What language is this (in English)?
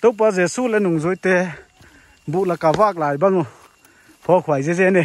Paite Chin